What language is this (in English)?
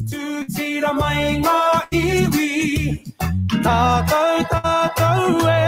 Māori